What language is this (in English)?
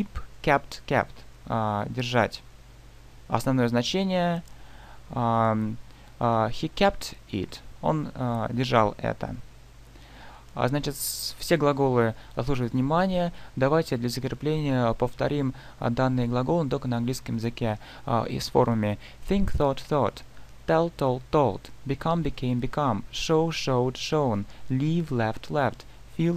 Russian